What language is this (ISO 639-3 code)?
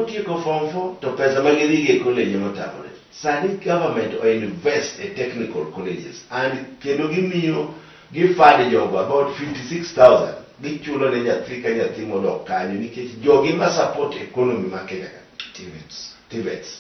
luo